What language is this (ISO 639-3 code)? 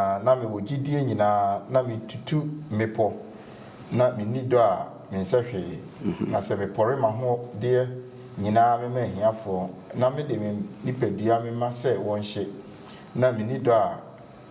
aka